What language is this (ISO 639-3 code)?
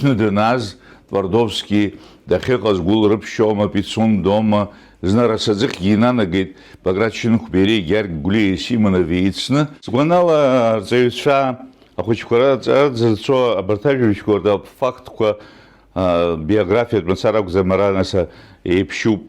abk